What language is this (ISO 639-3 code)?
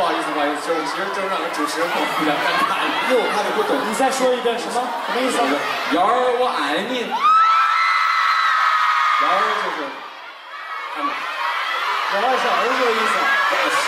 zho